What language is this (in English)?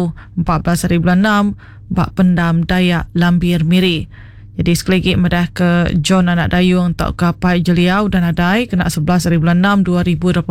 Iban